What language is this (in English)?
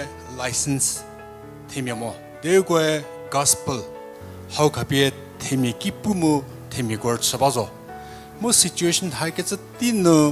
Angami Naga